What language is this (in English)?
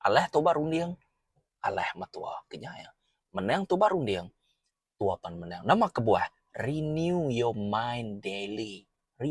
Iban